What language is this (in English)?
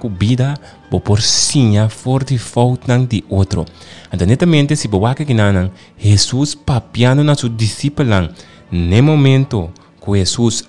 Papiamento